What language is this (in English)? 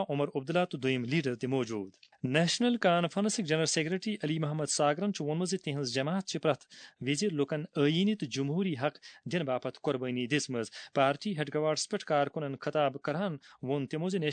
Kashmiri